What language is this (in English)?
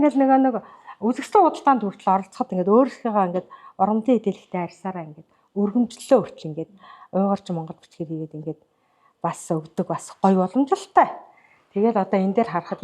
Mongolian